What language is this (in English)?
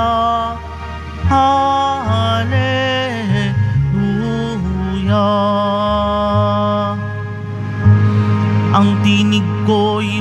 Filipino